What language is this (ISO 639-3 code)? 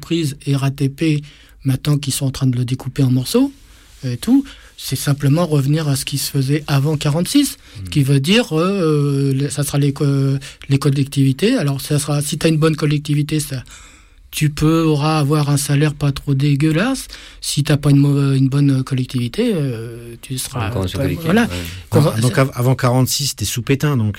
fra